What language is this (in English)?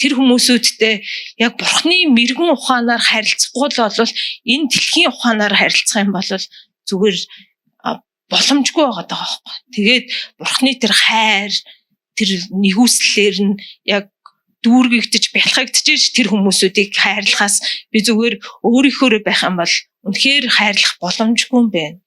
Mongolian